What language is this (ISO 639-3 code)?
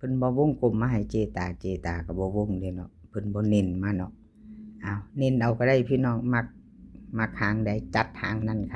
tts